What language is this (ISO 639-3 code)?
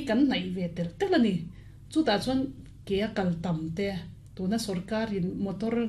lus